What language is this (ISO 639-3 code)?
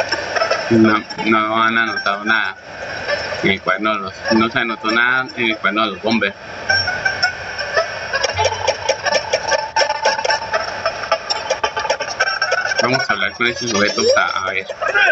spa